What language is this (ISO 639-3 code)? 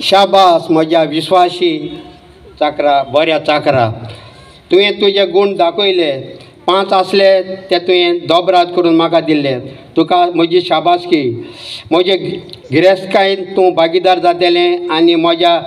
kok